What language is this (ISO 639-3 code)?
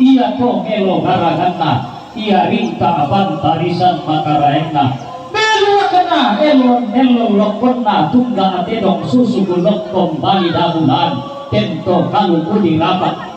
sda